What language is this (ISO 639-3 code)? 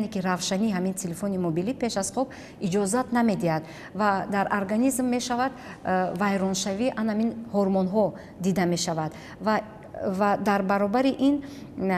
tgk